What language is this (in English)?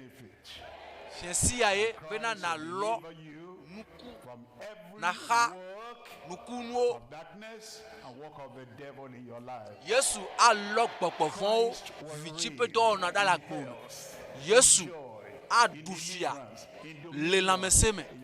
Ewe